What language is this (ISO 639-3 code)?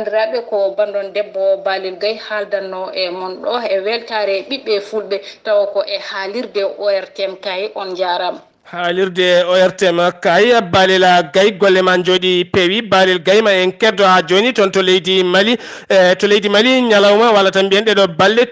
ful